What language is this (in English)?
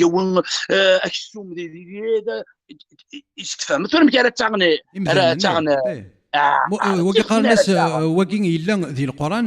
Kabyle